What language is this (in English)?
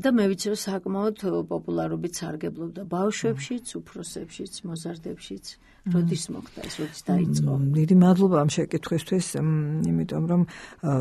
Georgian